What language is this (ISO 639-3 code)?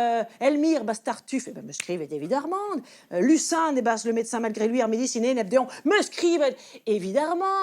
bre